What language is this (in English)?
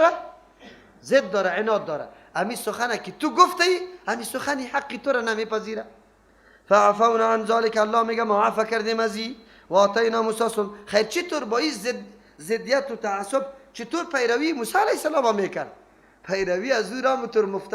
Persian